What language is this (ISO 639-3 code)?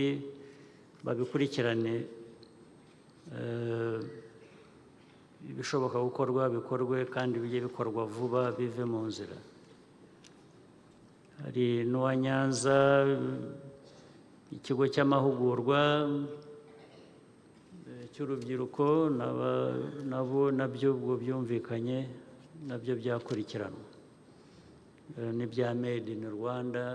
kin